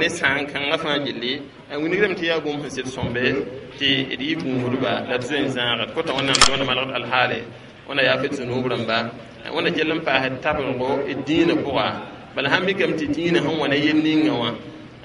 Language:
Mossi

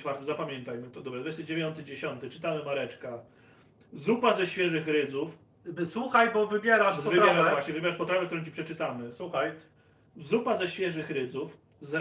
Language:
Polish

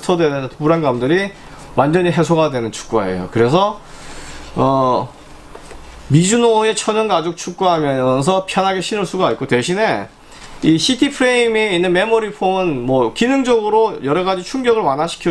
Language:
Korean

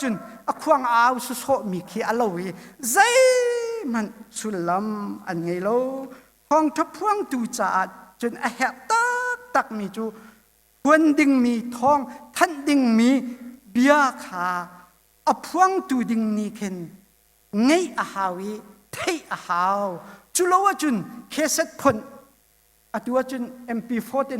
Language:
Hakha Chin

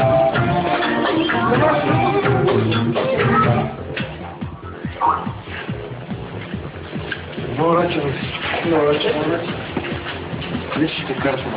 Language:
Bulgarian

